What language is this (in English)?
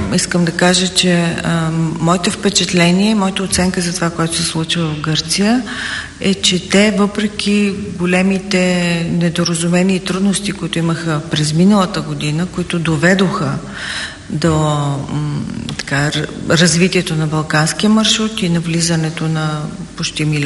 Bulgarian